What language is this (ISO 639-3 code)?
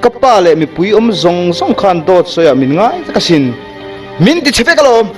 lus